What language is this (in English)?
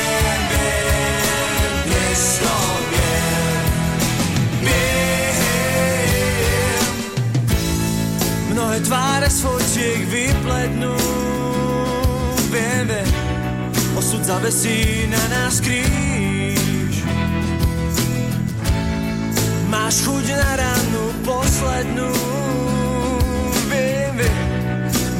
Slovak